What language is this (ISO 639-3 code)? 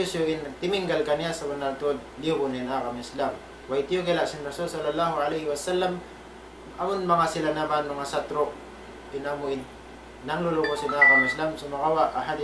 tsg